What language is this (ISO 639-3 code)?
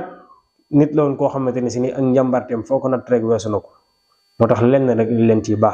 wol